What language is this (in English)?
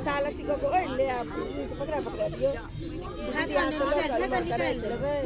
Maithili